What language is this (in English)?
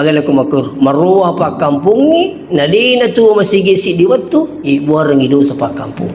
Buginese